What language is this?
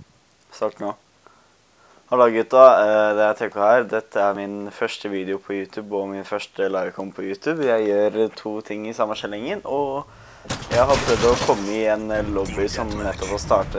Norwegian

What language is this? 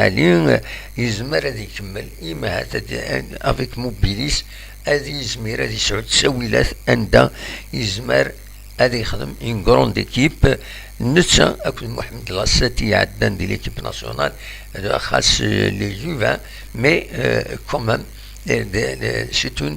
Kabyle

